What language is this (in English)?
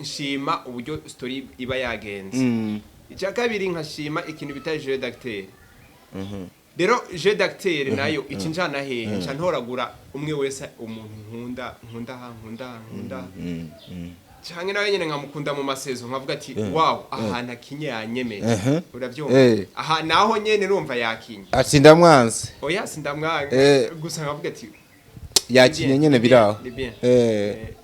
Rundi